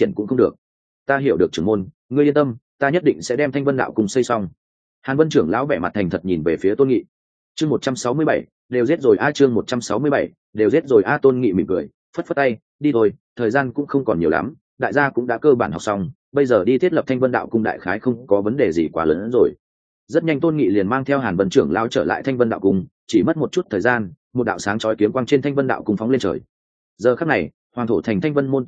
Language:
Vietnamese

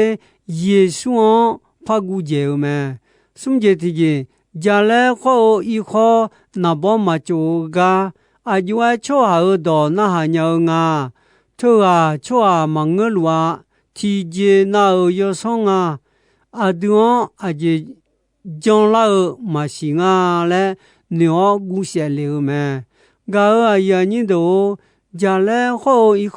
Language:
Akha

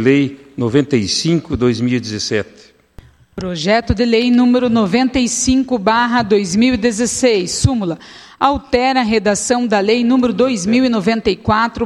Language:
Portuguese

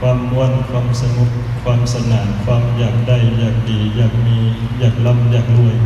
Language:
Northeastern Thai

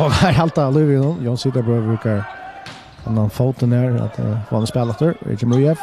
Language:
Faroese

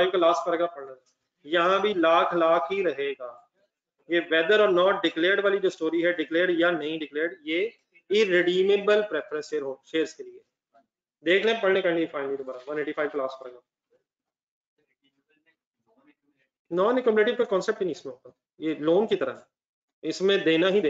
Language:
Hindi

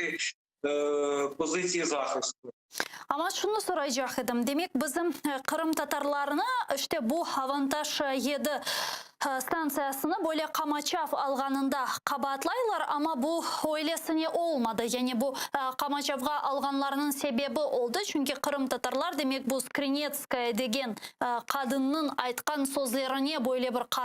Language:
Crimean Tatar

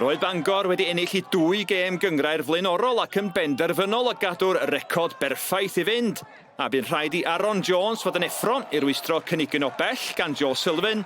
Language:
Welsh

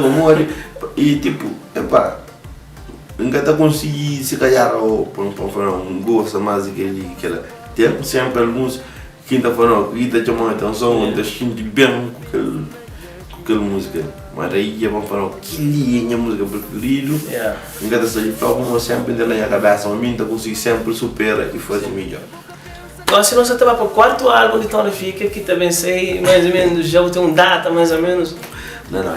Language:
Kabuverdianu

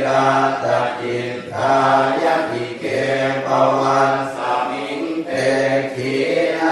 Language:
Pali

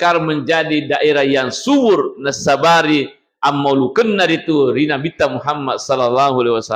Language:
Buginese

